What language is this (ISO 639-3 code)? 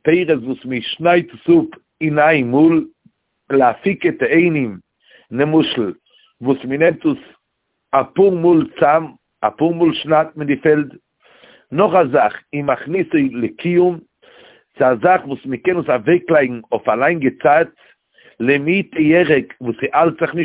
yid